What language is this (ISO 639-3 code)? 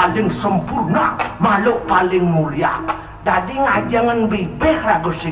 ban